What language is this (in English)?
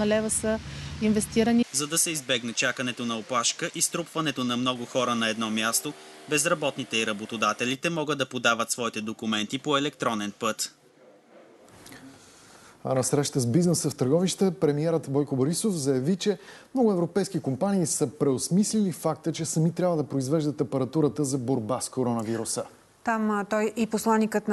Bulgarian